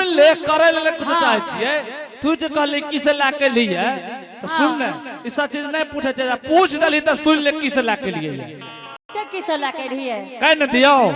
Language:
Angika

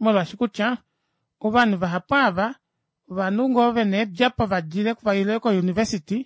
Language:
Kuanyama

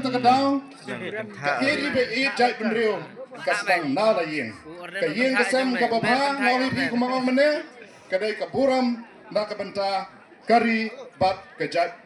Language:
Khasi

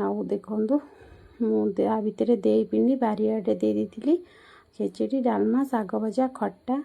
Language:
Odia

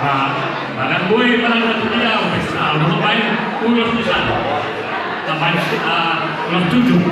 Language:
Batak Toba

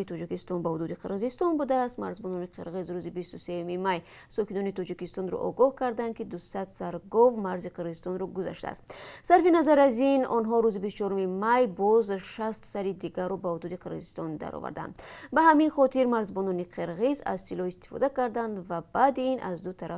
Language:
Tajik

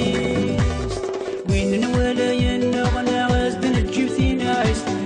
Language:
Kabyle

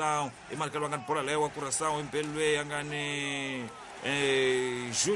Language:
Tsonga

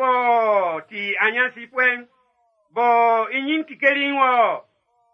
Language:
Baoulé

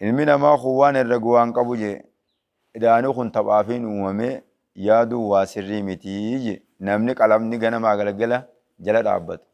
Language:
Oromo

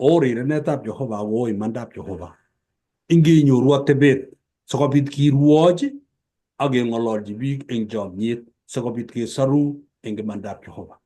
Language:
Kalenjin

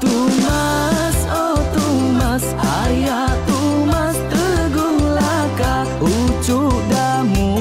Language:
Iban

